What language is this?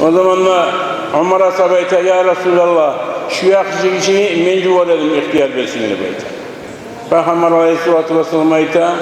Kumyk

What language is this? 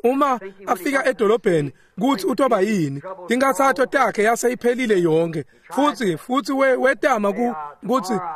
Swati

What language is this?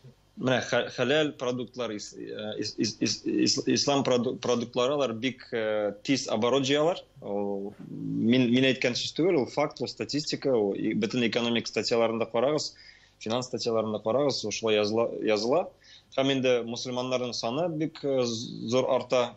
Tatar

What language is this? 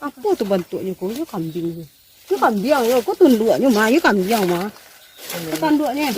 Minangkabau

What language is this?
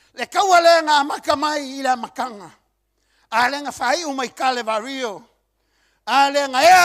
Samoan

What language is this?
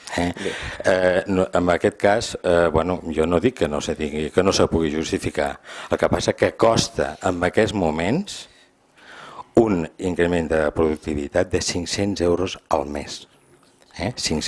Catalan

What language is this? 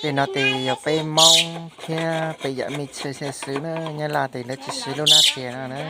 Hmong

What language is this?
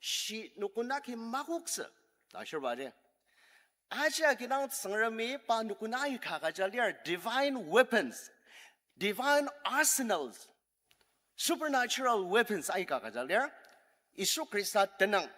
Ao Naga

